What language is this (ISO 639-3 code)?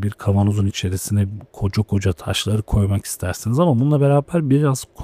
tur